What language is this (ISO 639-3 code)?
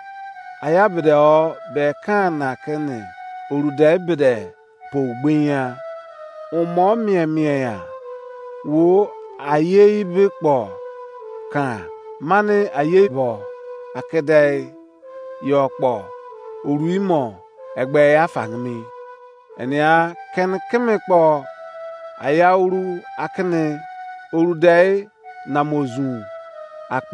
ijc